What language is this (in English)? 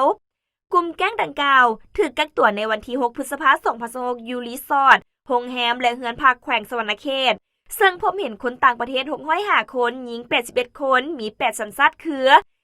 Lao